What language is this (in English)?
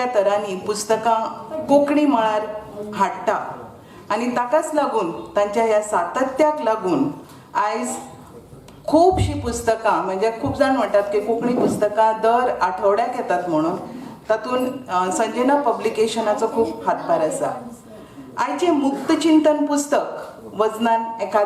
Konkani